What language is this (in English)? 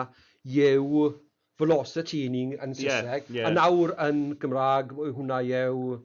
Welsh